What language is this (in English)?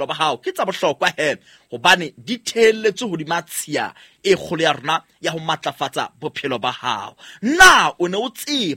Southern Sotho